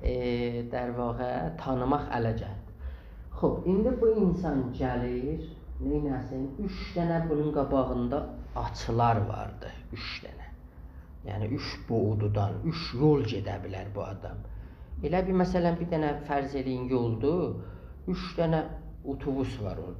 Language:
South Azerbaijani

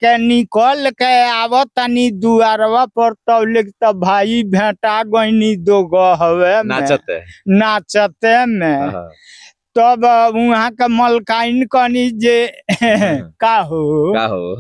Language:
Bhojpuri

